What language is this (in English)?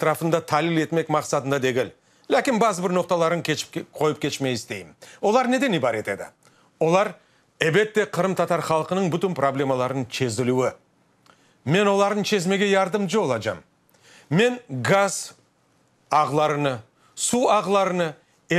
Crimean Tatar